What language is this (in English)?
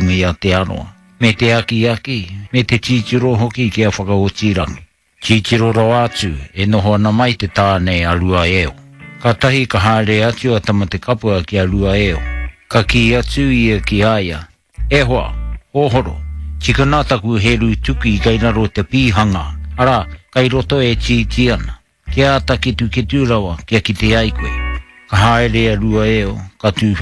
Māori